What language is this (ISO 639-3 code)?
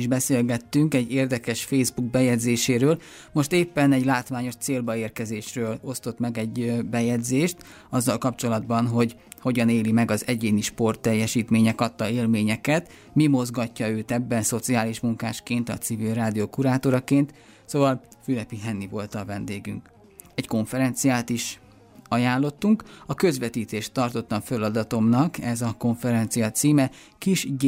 hun